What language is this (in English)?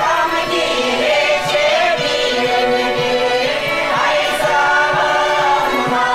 Chuvash